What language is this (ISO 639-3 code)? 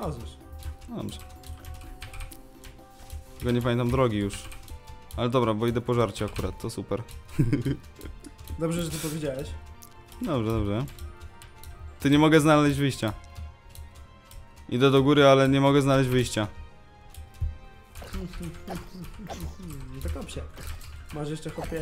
pol